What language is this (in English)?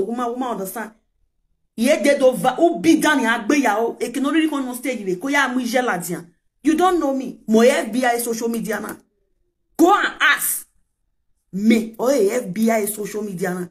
Nigerian Pidgin